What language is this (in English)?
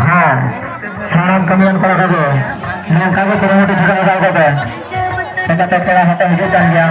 Santali